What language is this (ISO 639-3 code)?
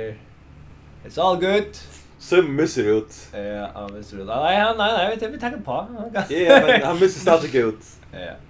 fao